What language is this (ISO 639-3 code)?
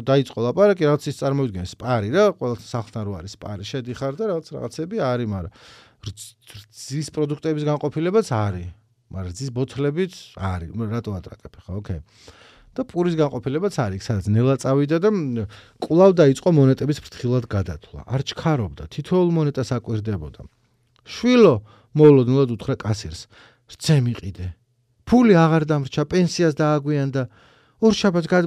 kat